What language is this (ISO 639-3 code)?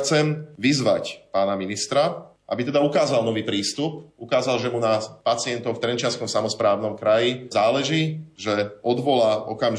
slk